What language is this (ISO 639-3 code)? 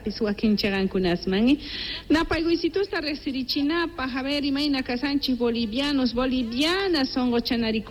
que